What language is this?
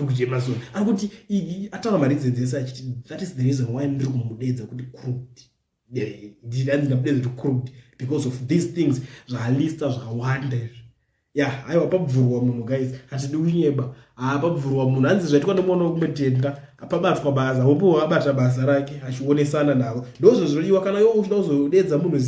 Shona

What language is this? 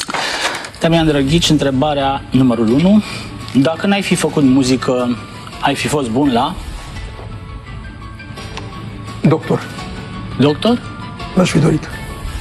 Romanian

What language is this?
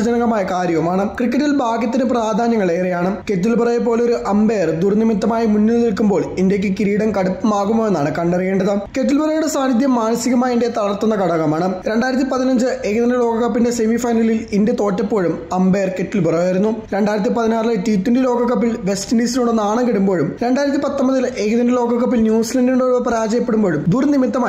Malayalam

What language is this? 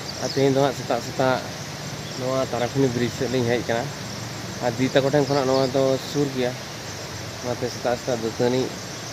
Santali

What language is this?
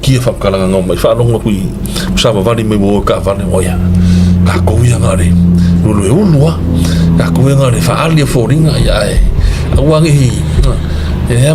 Samoan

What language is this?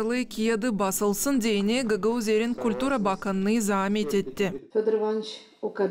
Gagauz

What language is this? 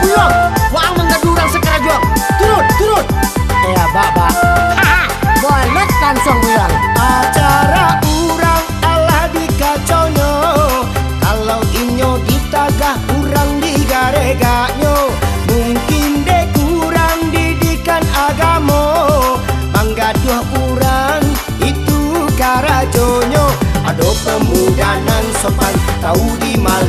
Minangkabau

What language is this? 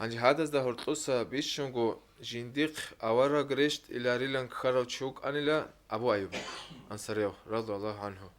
Avaric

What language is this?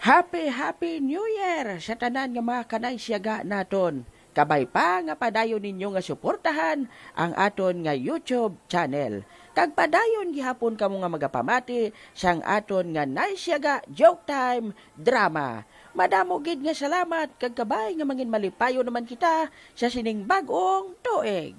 Hiligaynon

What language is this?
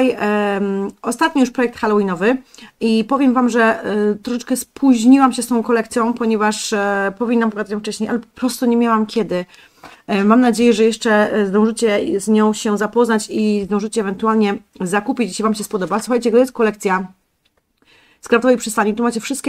Polish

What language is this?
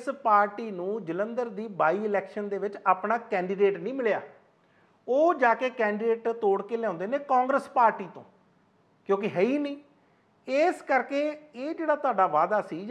Punjabi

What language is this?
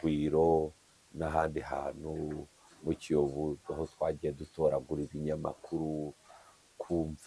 Kinyarwanda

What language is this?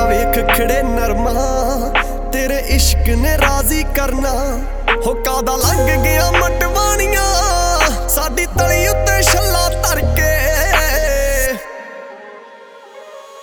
Punjabi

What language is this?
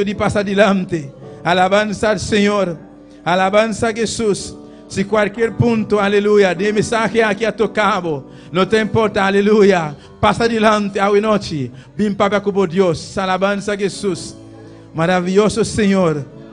Papiamento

